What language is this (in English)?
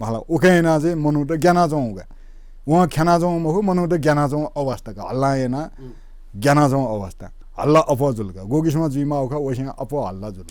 Newari